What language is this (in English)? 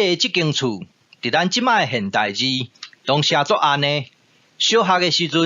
Min Nan Chinese